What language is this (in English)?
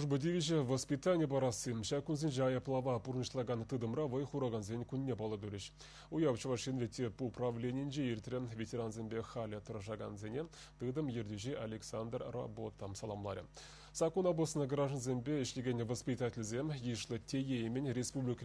Chuvash